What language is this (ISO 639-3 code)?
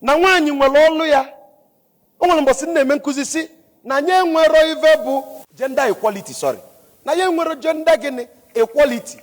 ibo